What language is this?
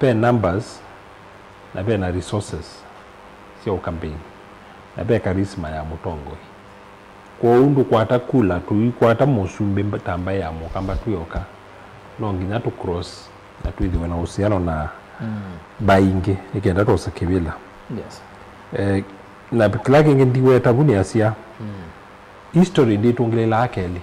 Kamba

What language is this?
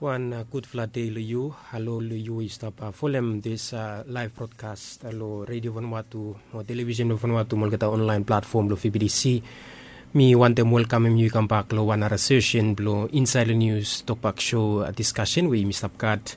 Bislama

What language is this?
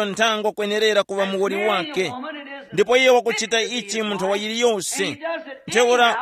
Tumbuka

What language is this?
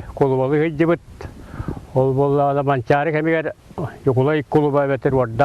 Yakut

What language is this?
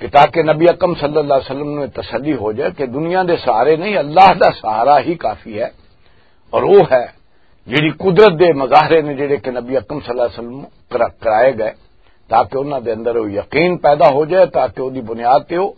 Western Panjabi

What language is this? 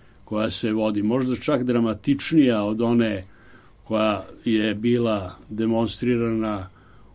Serbian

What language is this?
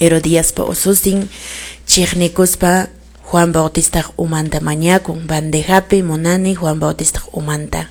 Quechua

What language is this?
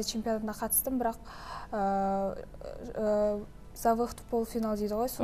Kazakh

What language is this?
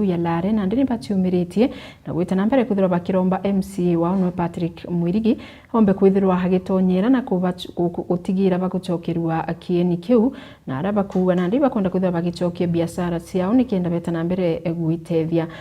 Meru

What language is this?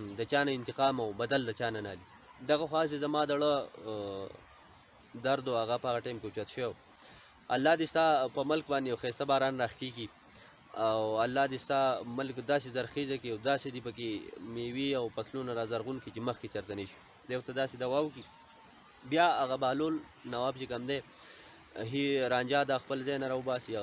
Pashto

